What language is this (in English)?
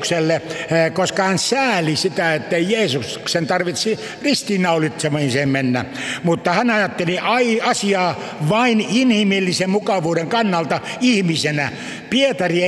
Finnish